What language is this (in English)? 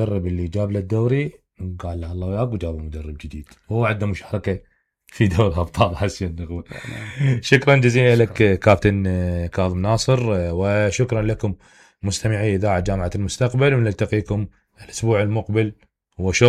Mesopotamian Arabic